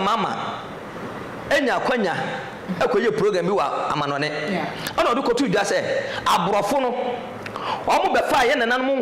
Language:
Akan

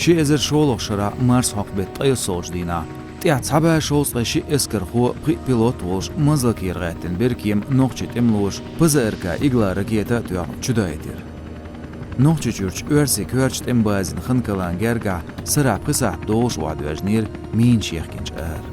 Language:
Chechen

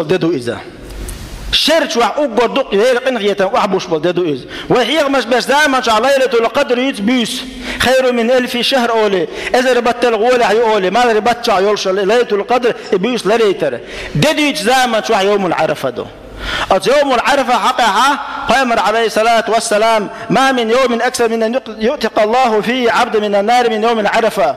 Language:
Chechen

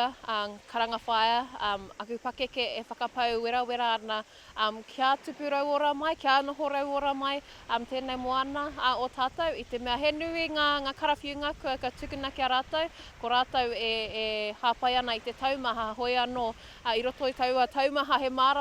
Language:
Māori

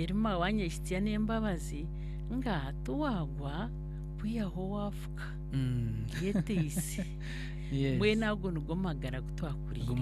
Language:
Nyankole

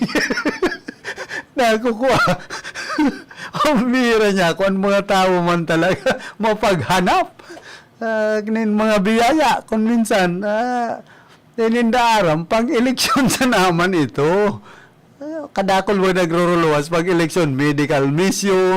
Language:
Bikol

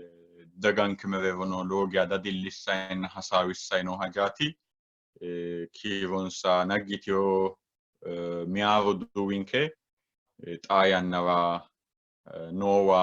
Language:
Sidamo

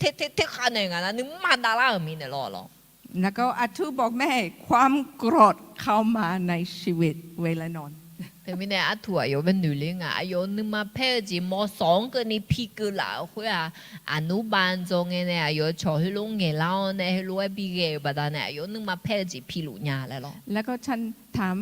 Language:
Akha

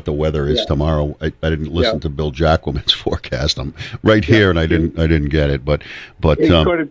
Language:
English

